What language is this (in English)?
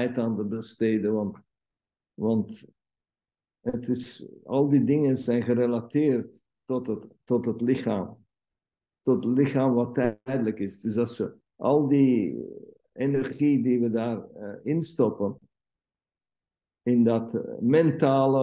Dutch